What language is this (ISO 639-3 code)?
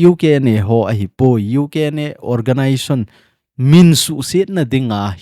tcz